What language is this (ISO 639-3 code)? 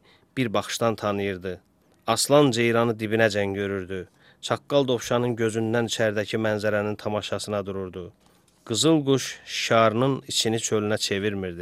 aze